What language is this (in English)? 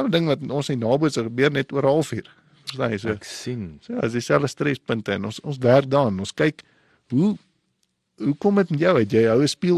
Afrikaans